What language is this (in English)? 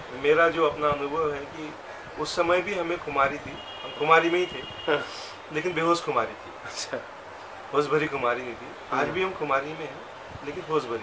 Hindi